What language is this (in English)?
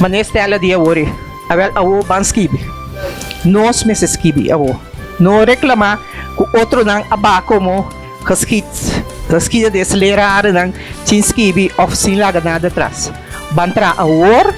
Papiamento